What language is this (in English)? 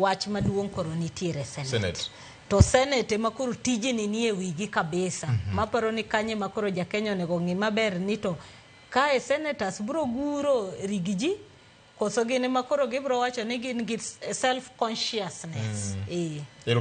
Luo (Kenya and Tanzania)